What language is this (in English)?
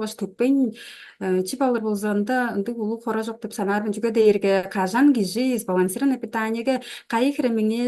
Tuvinian